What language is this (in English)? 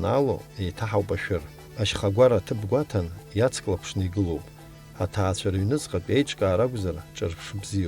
Abkhazian